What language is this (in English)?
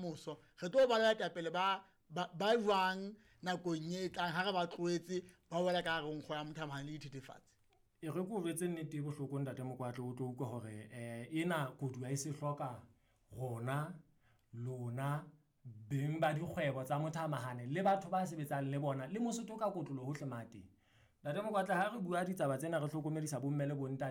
Southern Sotho